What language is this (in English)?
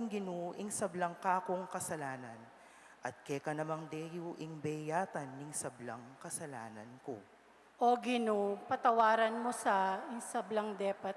Pampanga